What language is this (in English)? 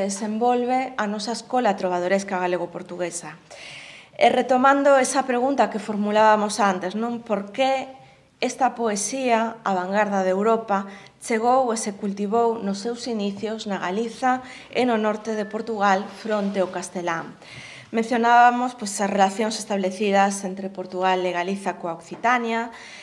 Galician